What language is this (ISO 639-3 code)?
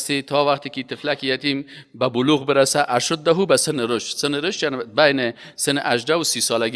fas